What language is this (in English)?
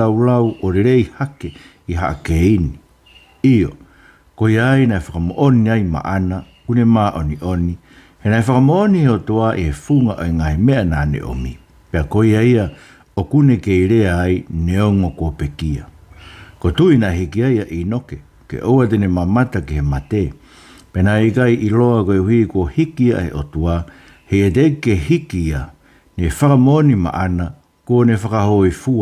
Tongan